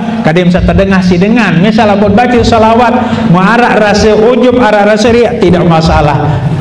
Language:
Sasak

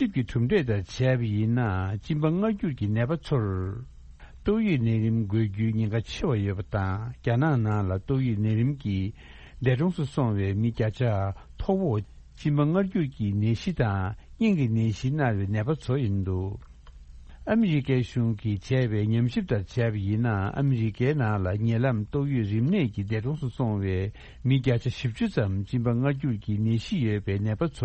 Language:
Tibetan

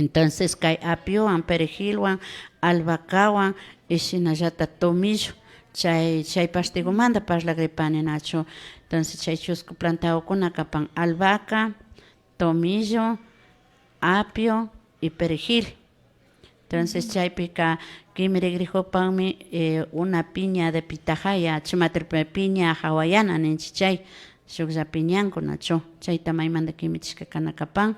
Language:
Imbabura Highland Quichua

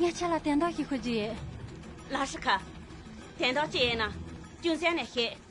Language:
Khams Tibetan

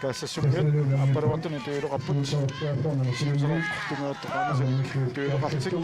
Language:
Kalaallisut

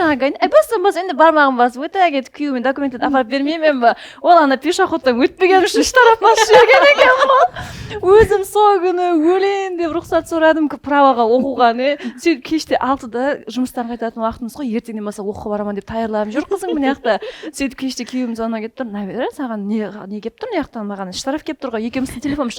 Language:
Kara-Kalpak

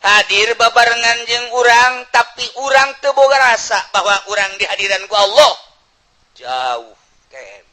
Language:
Sundanese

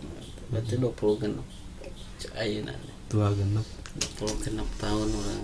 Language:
Sundanese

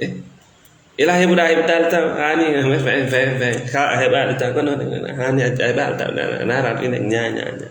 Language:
Fula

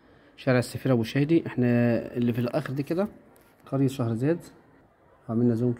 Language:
Egyptian Arabic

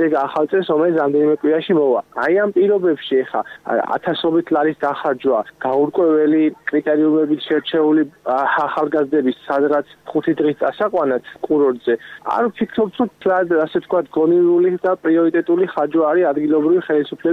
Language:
Georgian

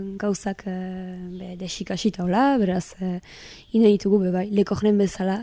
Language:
Basque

